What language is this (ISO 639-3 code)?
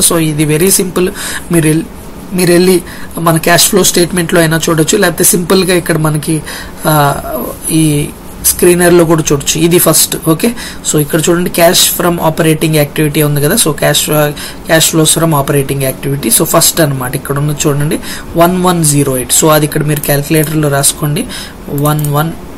tel